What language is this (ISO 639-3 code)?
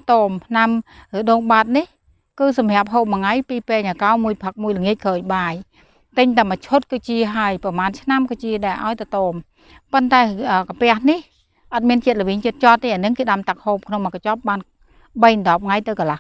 khm